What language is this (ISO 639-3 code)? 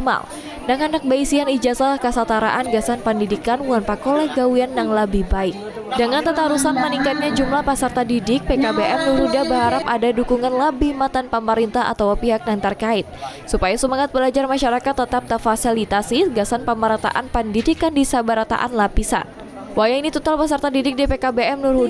bjn